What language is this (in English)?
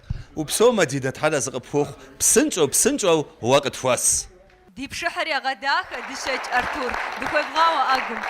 Kabardian